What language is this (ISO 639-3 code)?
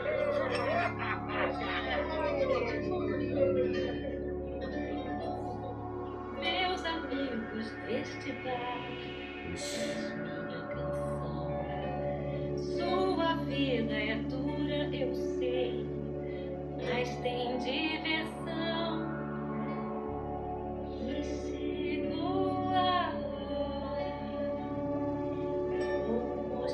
por